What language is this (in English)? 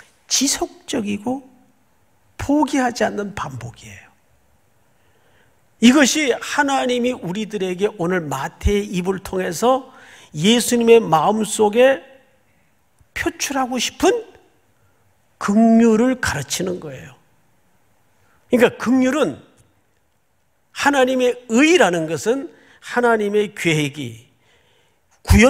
Korean